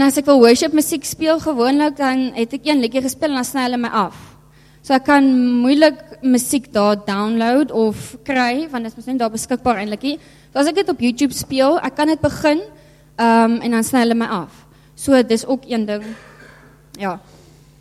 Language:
Afrikaans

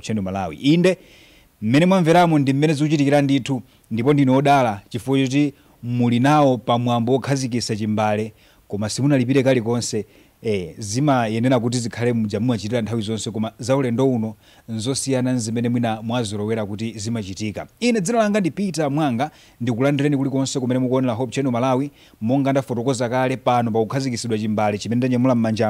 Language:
Nyanja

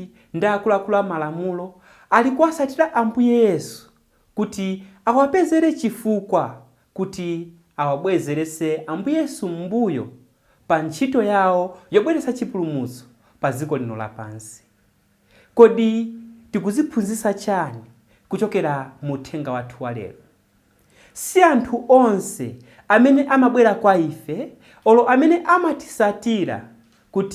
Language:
Nyanja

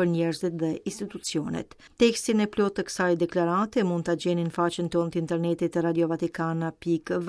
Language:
Albanian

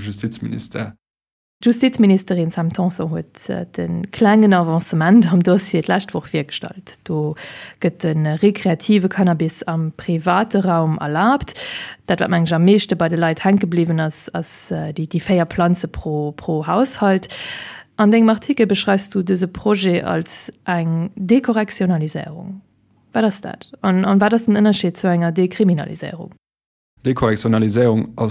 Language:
Luxembourgish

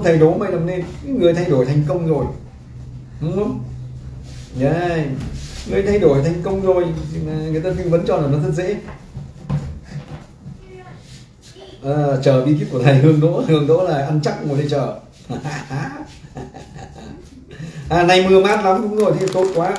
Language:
Vietnamese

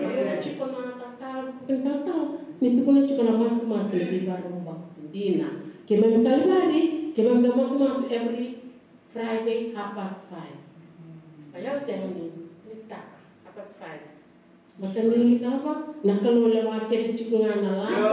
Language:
Fijian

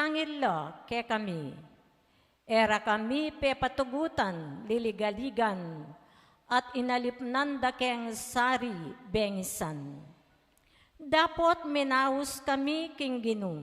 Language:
Pampanga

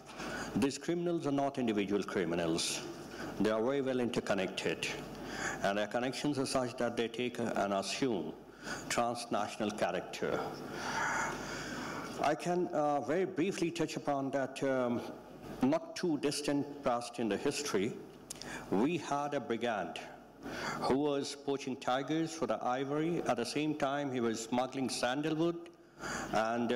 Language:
English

